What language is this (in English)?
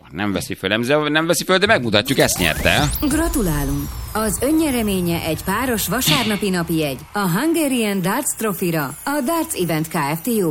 Hungarian